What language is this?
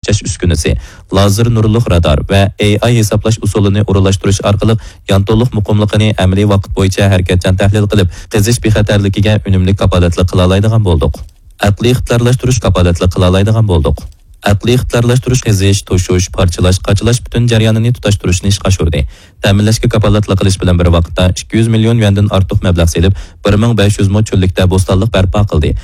Uyghur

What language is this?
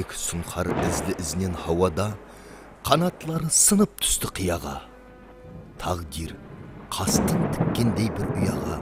Kara-Kalpak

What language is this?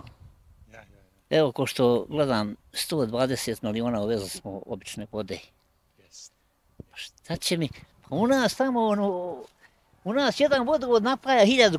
Bosnian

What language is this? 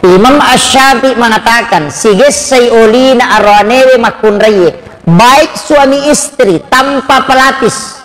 Buginese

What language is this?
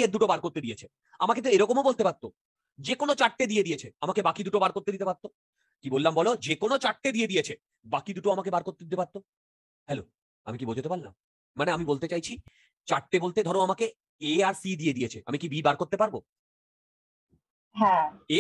Bangla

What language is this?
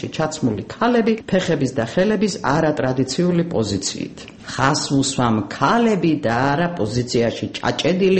Georgian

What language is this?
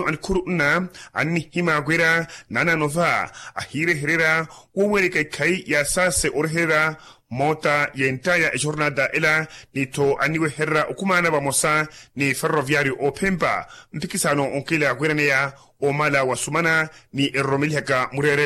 Makhuwa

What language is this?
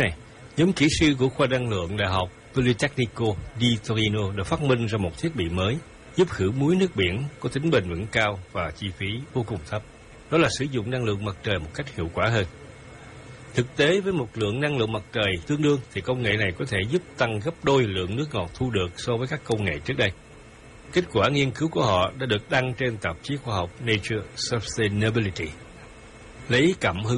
Vietnamese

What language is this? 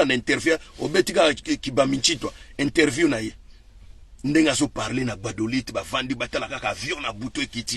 Lingala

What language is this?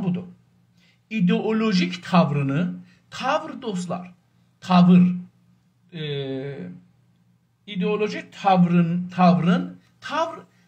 South Azerbaijani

